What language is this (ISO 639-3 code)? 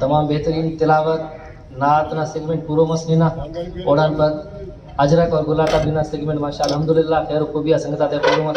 brh